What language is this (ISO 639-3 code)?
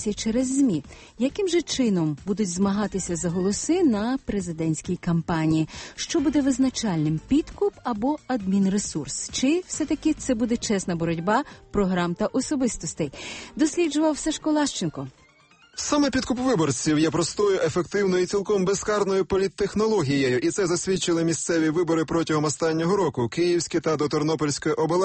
ukr